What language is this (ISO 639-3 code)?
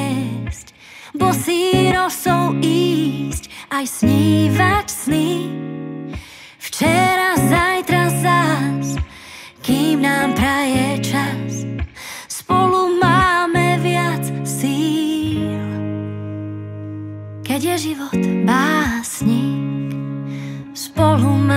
slk